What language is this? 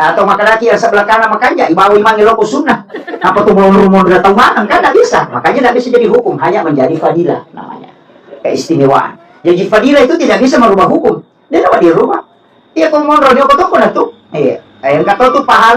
Buginese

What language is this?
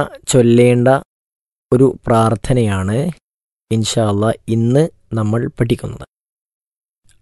Malayalam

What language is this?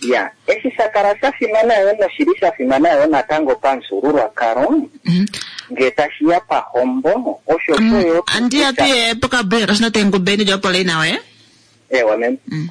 Kuanyama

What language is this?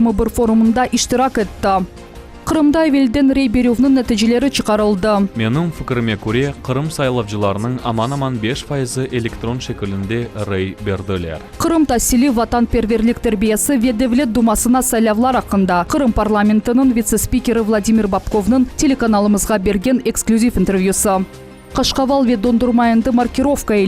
Crimean Tatar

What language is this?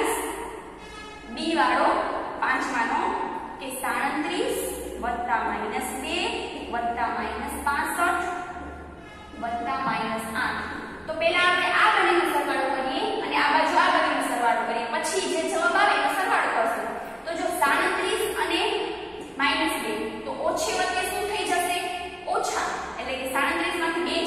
Gujarati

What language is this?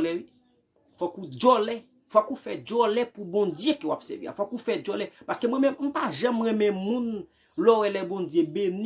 Haitian Creole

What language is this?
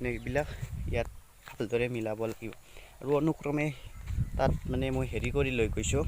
Assamese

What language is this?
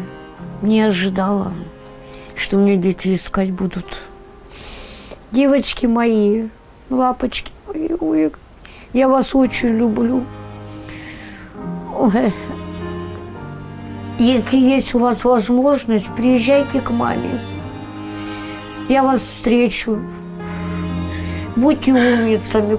Russian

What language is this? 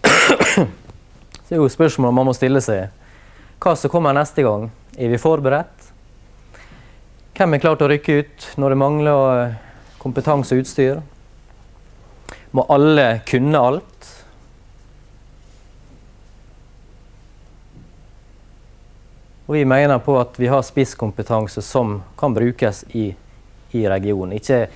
Norwegian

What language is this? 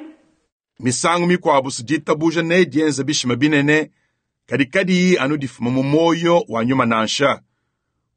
Luba-Lulua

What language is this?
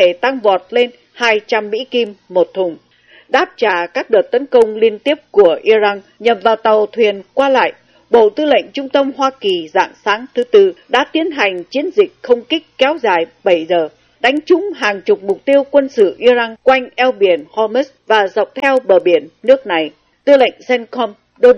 Vietnamese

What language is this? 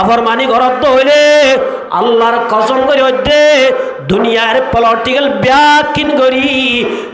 Rohingya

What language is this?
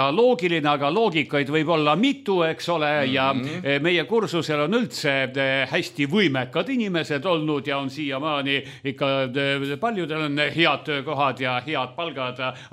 Estonian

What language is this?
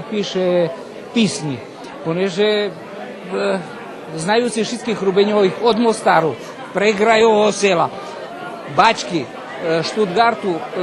Rusyn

